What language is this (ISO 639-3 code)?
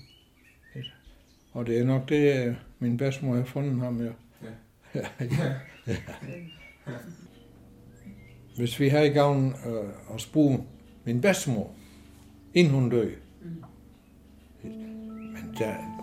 dan